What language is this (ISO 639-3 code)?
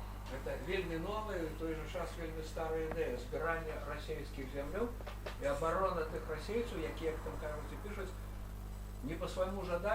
bel